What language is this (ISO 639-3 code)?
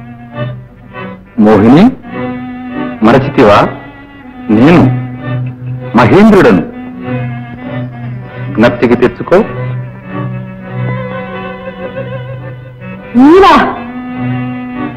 tel